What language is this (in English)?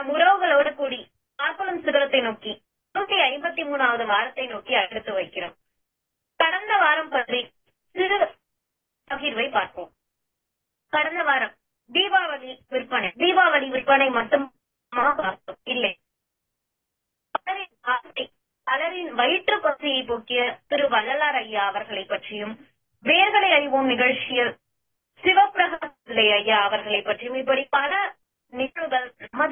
Tamil